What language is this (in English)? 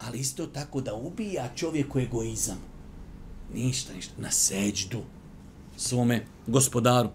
Bosnian